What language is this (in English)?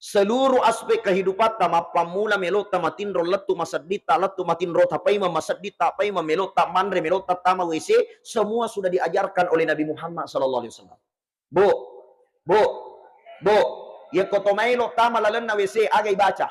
Buginese